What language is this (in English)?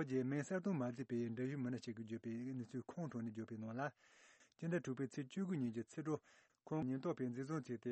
Tibetan